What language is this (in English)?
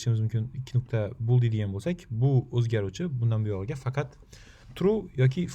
Uzbek